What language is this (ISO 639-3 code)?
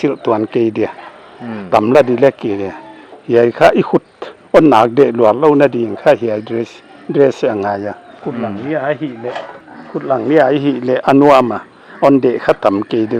pck